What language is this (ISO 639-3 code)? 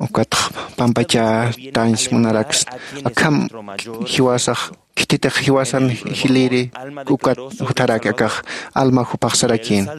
aym